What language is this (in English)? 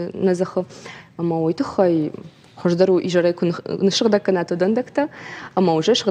Ossetic